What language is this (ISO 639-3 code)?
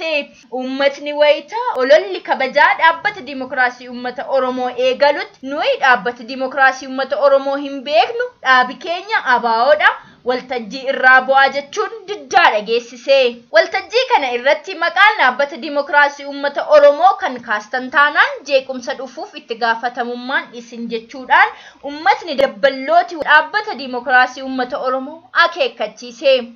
orm